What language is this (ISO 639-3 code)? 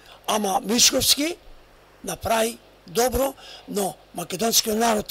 mkd